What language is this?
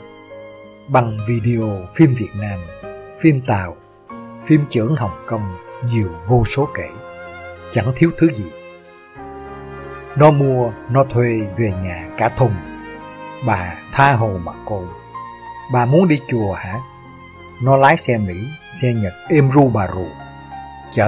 Vietnamese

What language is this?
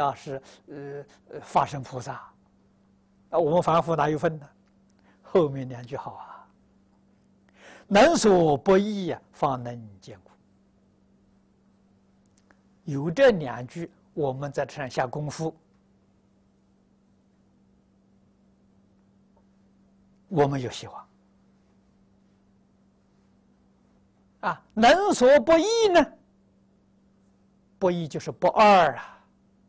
Chinese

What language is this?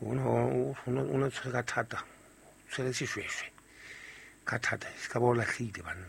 Southern Sotho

